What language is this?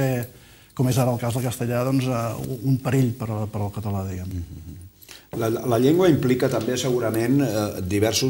Catalan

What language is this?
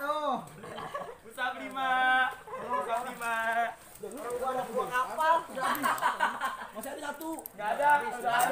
Betawi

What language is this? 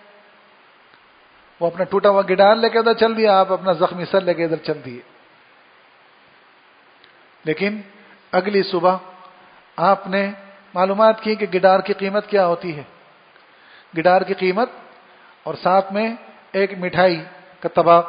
Urdu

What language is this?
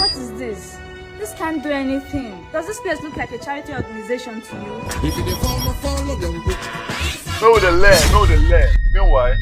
Nigerian Pidgin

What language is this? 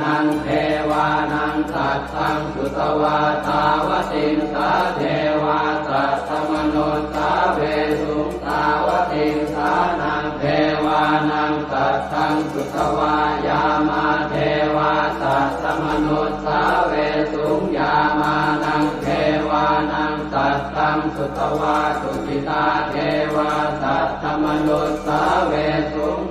Pali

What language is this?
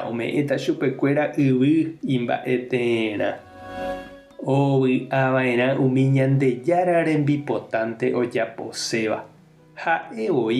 Guarani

